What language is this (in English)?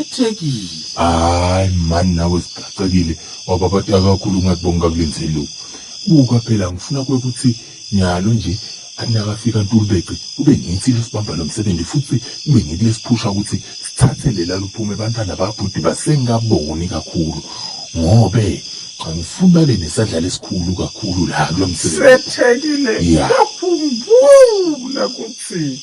Zulu